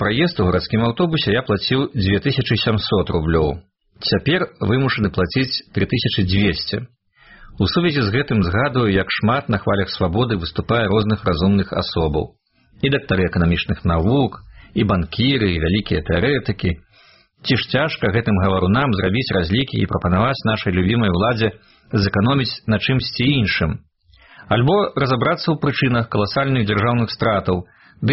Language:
Belarusian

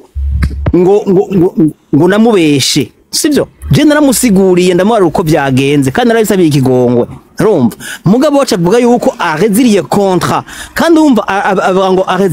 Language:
Rundi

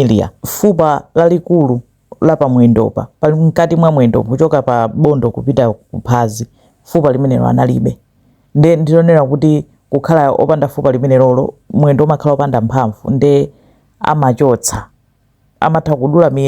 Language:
Nyanja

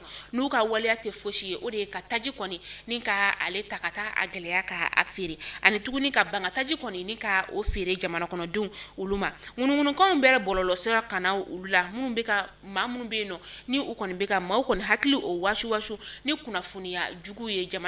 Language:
Bambara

